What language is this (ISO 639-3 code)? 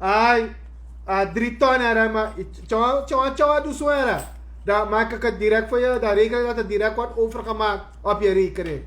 srn